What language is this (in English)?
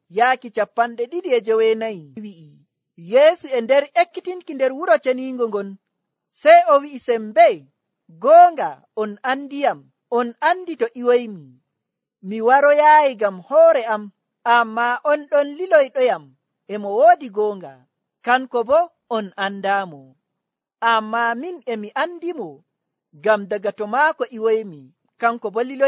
Nigerian Fulfulde